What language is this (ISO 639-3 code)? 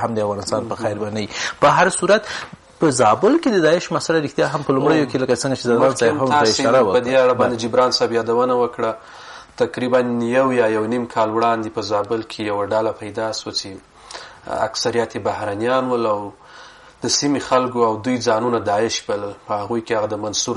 pus